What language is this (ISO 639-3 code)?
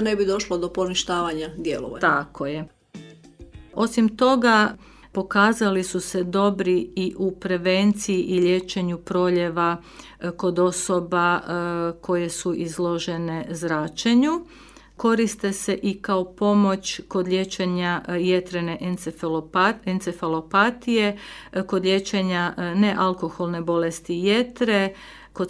hrv